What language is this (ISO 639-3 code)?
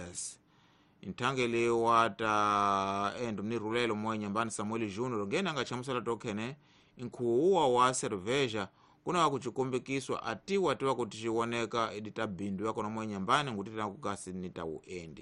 tso